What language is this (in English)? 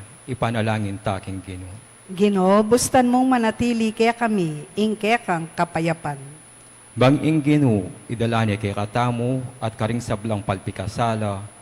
Pampanga